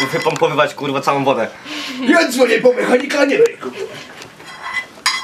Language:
Polish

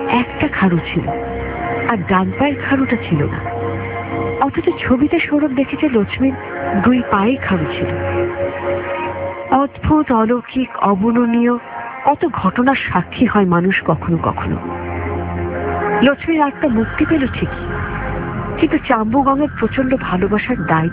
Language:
Bangla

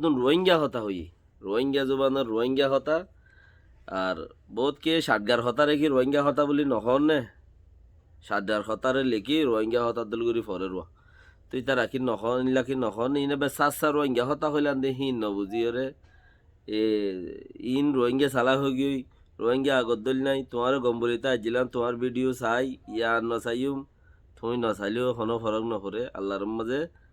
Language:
Rohingya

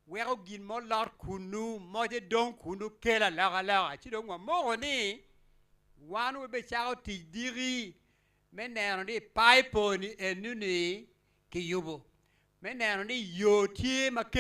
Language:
Acoli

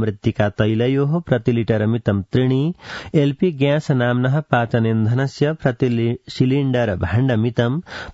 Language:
Sanskrit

